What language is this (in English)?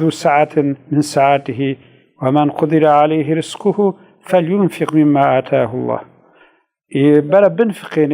Kurdish